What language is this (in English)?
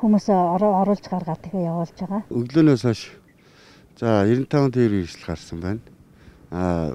Mongolian